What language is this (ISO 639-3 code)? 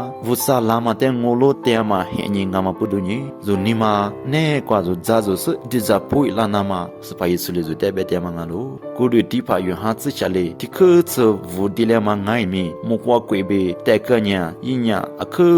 lis